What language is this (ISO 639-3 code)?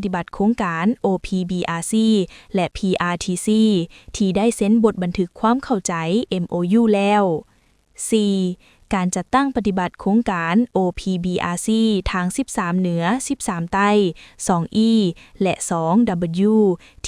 lao